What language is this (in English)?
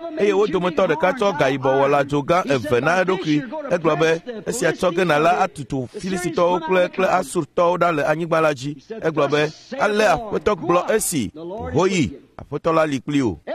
Ewe